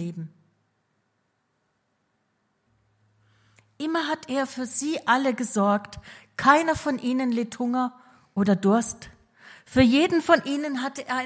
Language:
German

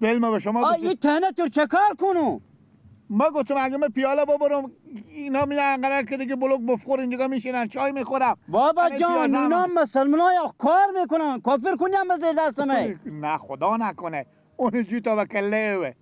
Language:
Persian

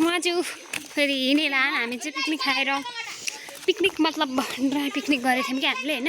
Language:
Nepali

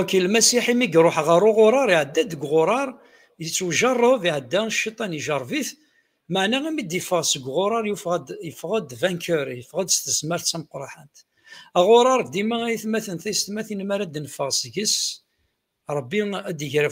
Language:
Kabyle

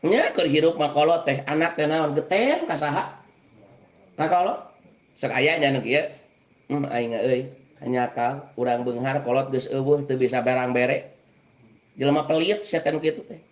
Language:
Sundanese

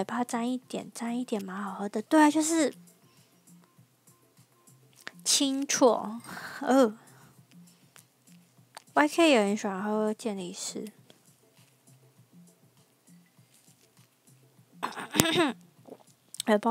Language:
Chinese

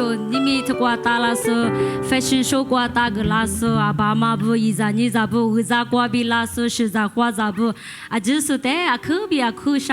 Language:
Lisu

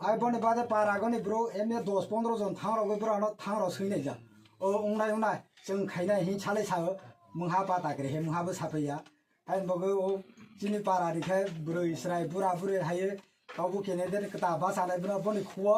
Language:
Kok Borok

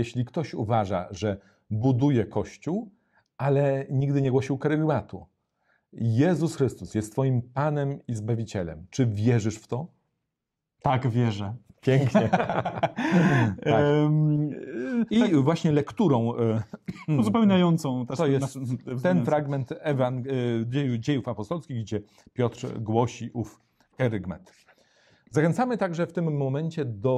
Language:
Polish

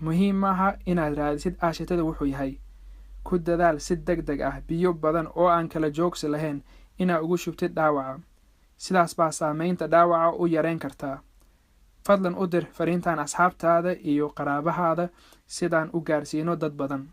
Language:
Somali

